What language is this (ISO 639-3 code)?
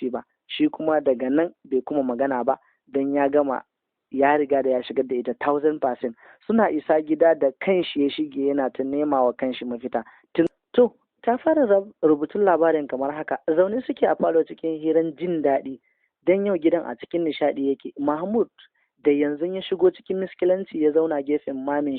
hau